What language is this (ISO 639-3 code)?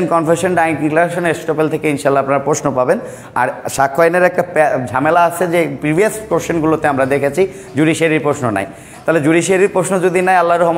ben